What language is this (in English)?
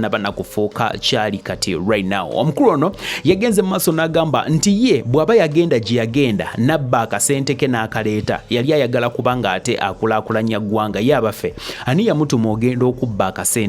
Ganda